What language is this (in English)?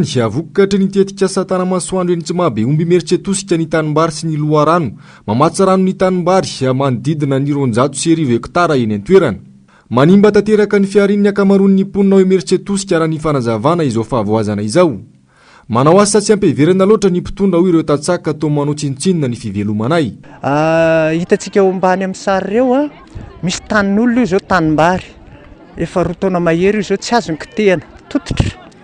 Malagasy